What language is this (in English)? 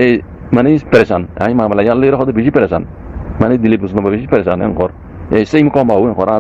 Rohingya